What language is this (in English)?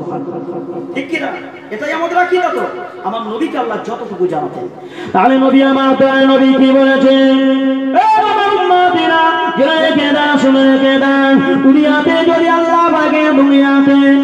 Bangla